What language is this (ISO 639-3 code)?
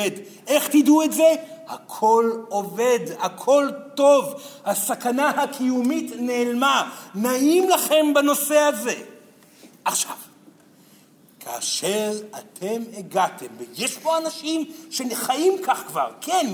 heb